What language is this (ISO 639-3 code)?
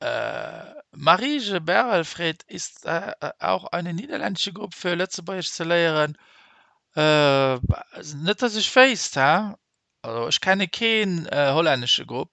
ltz